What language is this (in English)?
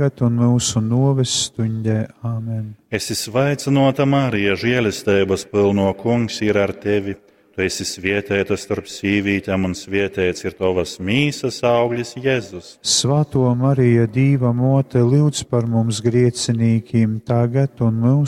Latgalian